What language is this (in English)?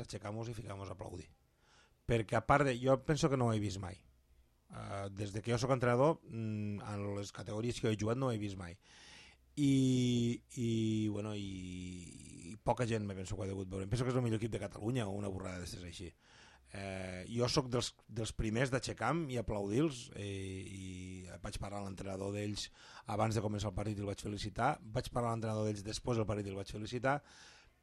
Catalan